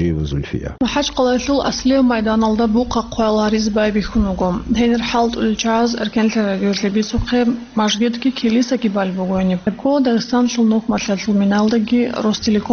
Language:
Avaric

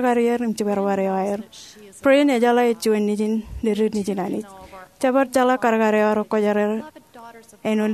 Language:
Marshallese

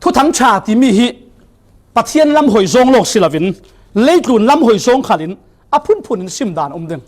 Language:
Falam Chin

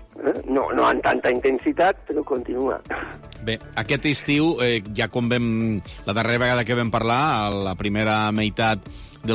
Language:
Catalan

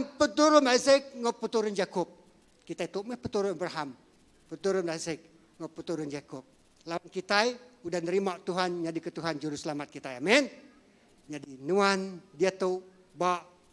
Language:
Iban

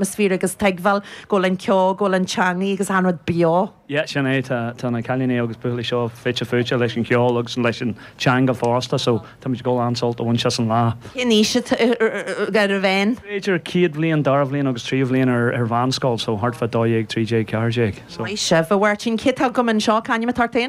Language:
Irish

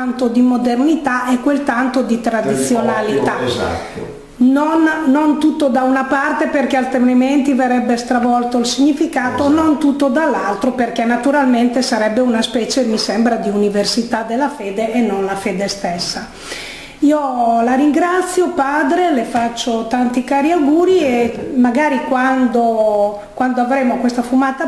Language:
Italian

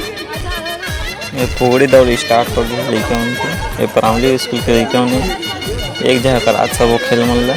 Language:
Chhattisgarhi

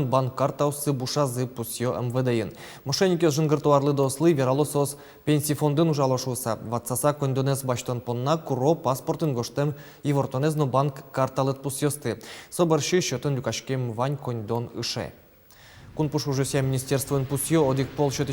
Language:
Udmurt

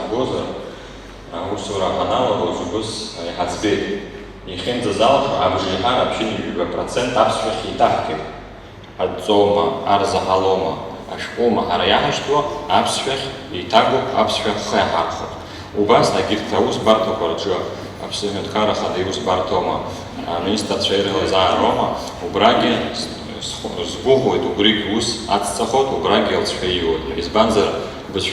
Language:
Abkhazian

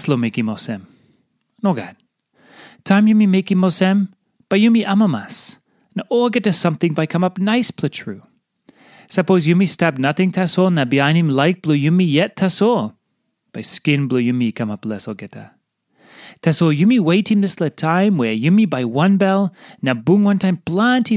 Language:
Tok Pisin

